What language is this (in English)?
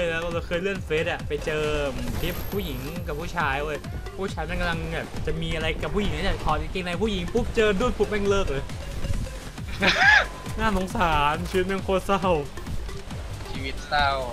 Thai